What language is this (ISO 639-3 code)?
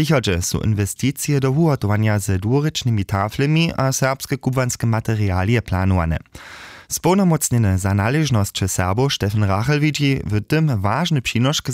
hsb